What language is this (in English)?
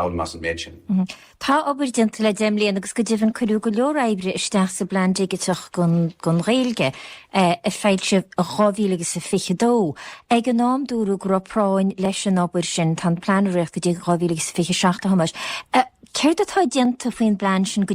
Irish